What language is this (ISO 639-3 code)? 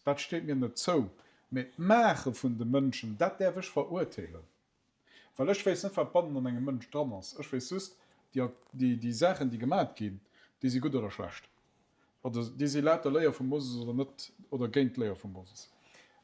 ltz